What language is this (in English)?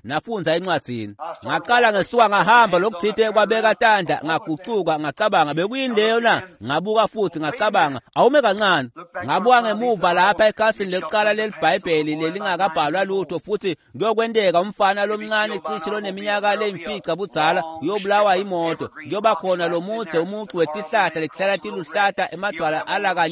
Swati